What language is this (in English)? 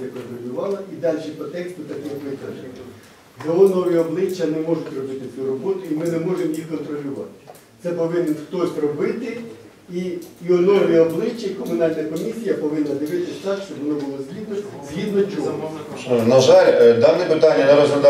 Ukrainian